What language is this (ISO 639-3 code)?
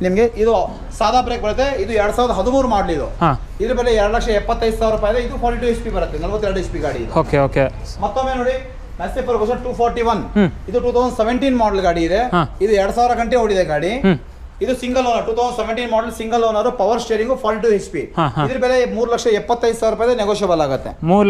kan